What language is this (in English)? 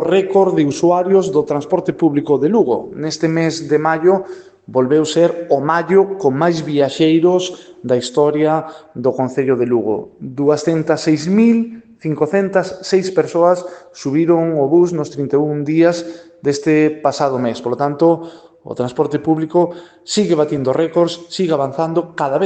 Galician